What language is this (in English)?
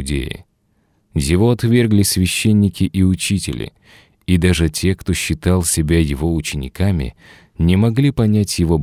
Russian